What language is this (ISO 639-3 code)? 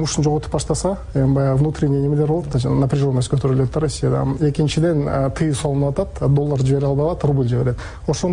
kir